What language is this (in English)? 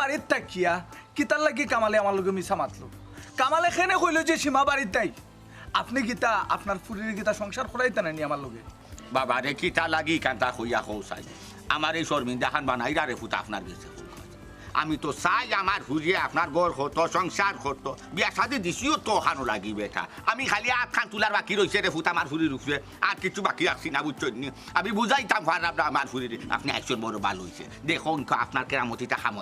Sylheti